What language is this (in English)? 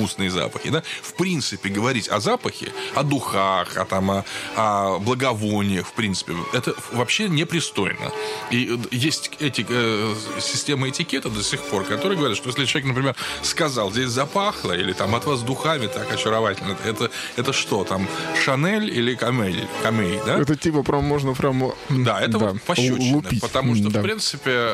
Russian